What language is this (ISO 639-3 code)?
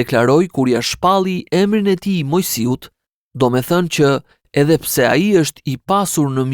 sqi